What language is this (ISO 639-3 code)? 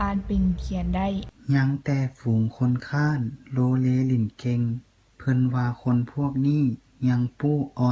lao